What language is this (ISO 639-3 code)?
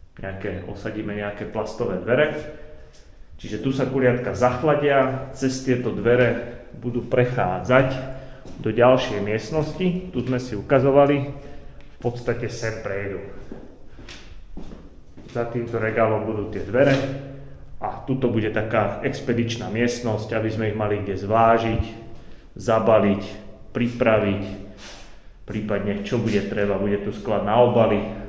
slk